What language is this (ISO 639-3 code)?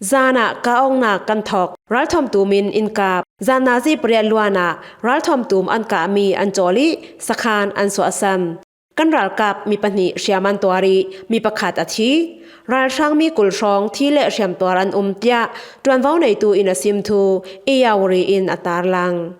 cfm